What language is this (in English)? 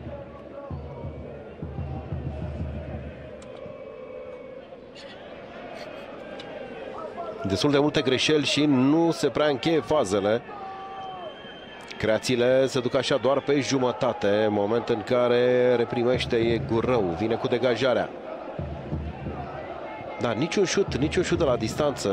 Romanian